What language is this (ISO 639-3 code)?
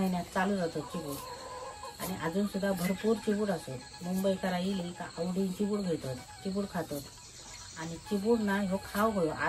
kok